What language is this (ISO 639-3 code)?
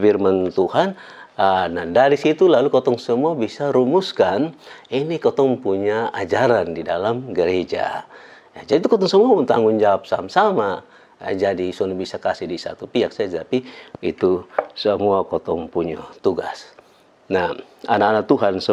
mkn